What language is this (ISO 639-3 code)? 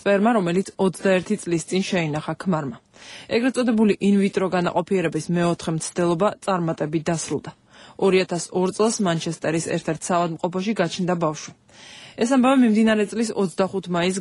kat